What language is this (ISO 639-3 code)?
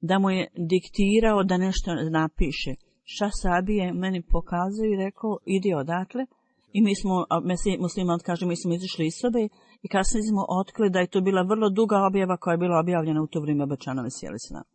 bos